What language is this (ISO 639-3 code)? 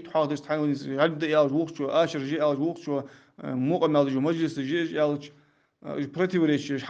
inh